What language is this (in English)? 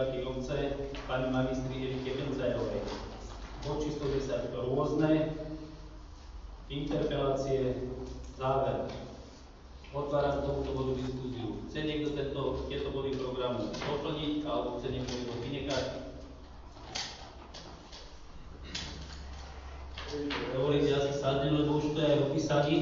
Slovak